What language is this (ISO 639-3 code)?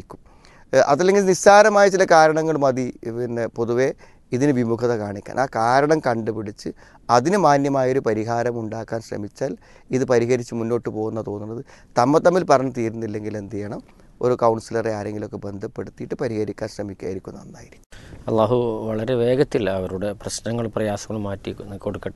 mal